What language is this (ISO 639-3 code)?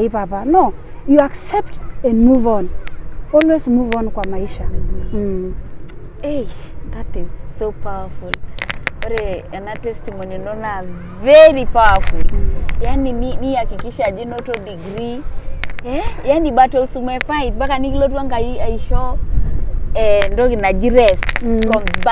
mas